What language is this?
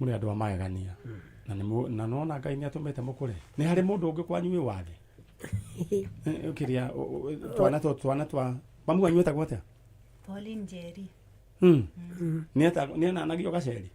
Kikuyu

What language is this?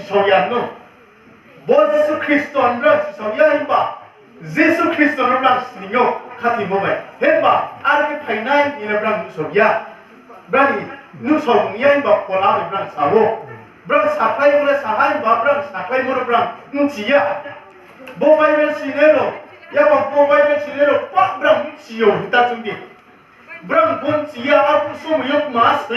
Riang (India)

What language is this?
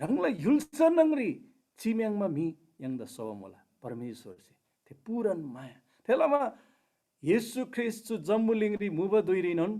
Eastern Tamang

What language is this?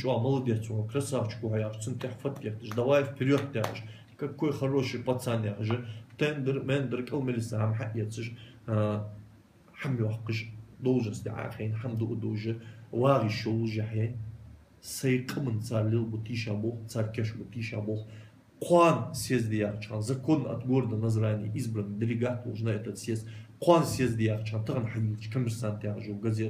Ingush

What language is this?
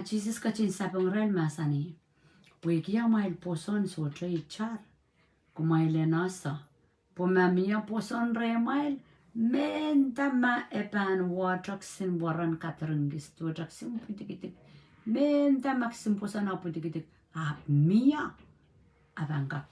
Pohnpeian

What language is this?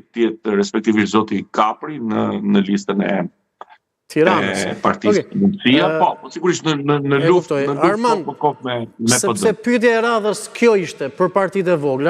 Albanian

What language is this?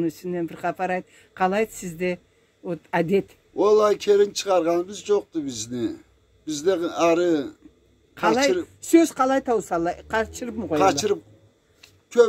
Karachay-Balkar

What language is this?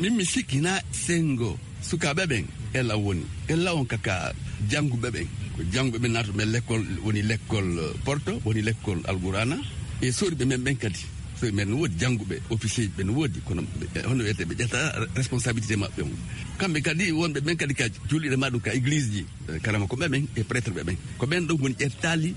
Fula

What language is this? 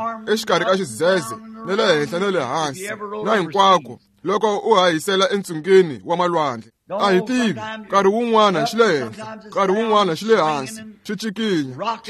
Tsonga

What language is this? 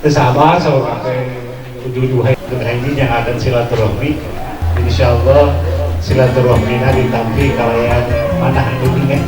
Sundanese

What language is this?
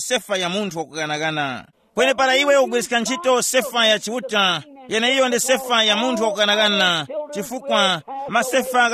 Tumbuka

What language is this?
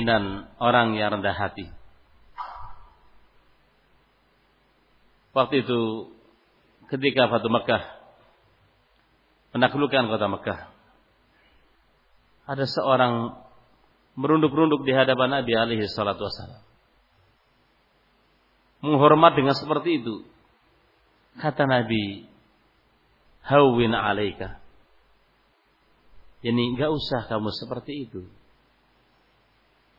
Indonesian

